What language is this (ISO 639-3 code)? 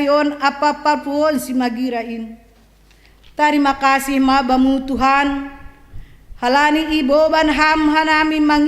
bts